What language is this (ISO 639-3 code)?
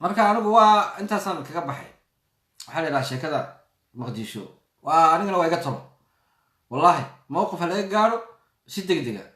som